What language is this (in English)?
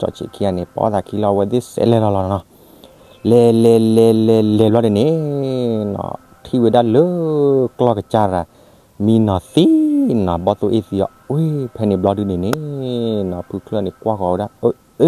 S'gaw Karen